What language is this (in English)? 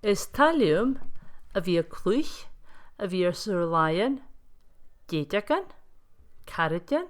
Scottish Gaelic